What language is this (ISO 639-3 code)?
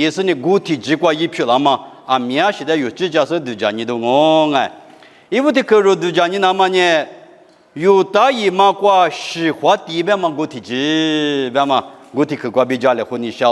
lis